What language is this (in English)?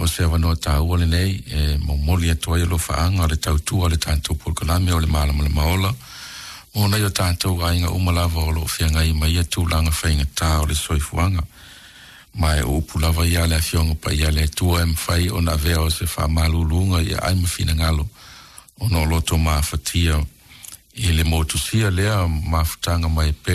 Samoan